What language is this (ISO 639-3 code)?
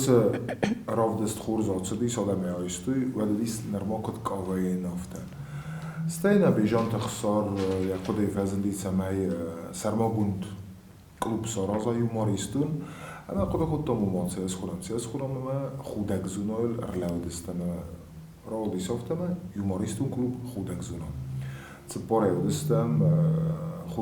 oss